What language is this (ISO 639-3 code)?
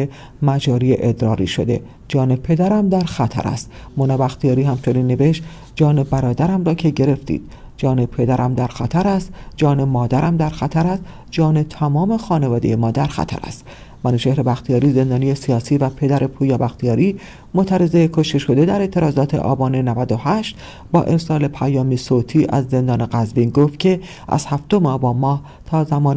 fas